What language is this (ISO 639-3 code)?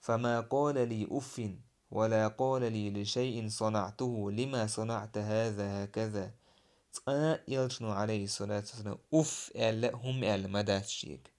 che